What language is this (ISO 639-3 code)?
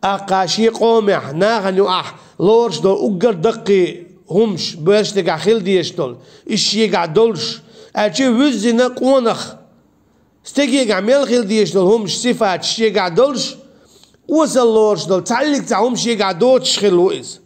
che